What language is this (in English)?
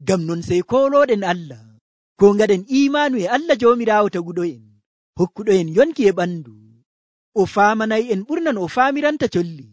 Nigerian Fulfulde